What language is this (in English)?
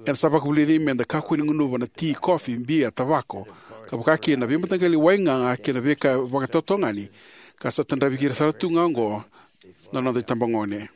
Fijian